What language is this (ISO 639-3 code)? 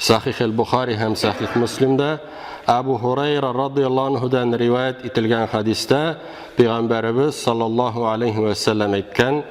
tat